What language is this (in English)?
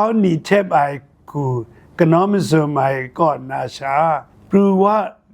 Kachin